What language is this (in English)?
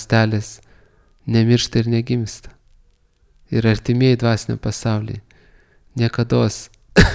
Lithuanian